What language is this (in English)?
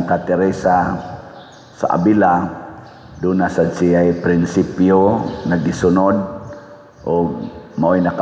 Cebuano